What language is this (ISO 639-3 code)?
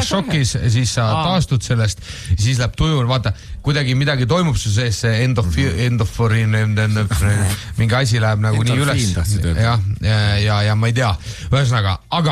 est